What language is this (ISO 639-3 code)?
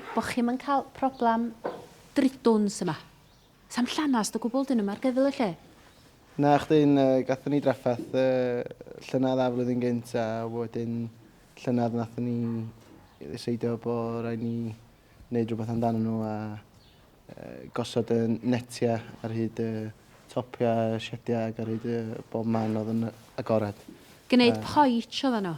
cym